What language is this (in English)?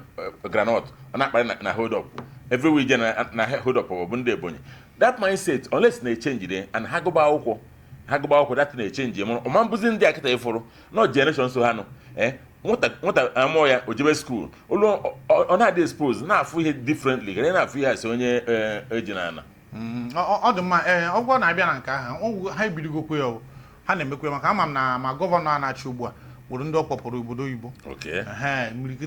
Igbo